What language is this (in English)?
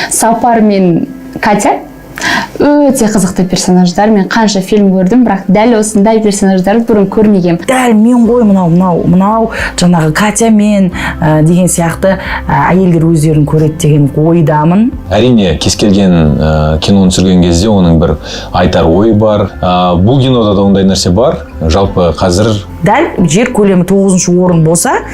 Kazakh